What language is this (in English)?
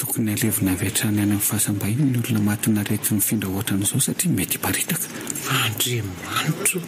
Malagasy